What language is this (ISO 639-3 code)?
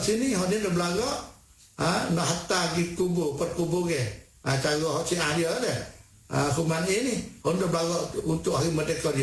msa